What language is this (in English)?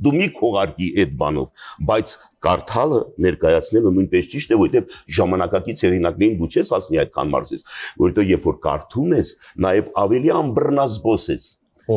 Armenian